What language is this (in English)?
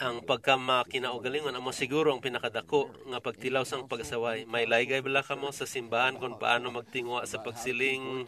Hiligaynon